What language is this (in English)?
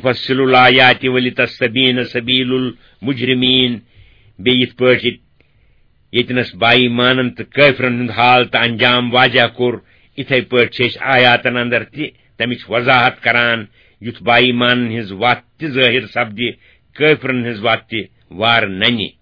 Kashmiri